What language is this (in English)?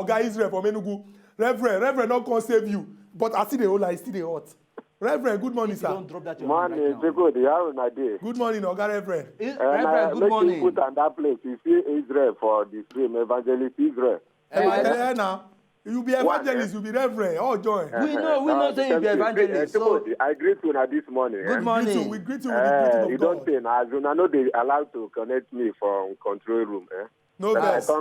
Nigerian Pidgin